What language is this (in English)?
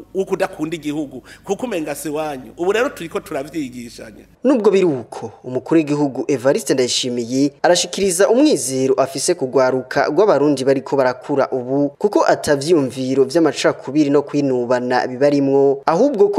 Rundi